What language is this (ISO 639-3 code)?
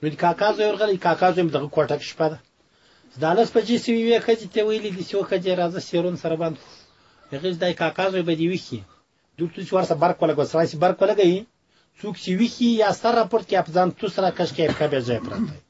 pus